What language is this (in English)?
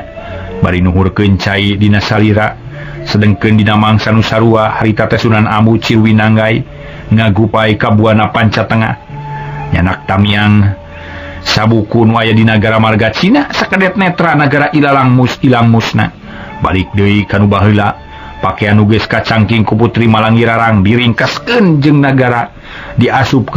Sundanese